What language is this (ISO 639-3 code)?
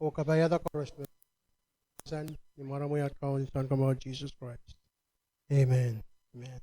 pon